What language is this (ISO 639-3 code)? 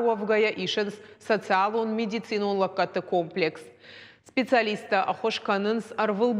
oss